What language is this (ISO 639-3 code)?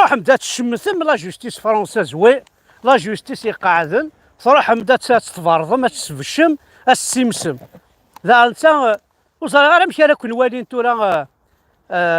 kab